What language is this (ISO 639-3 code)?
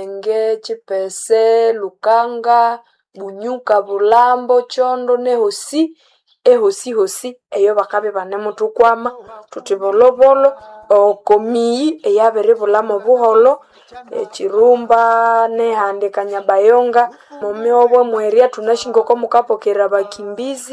nnb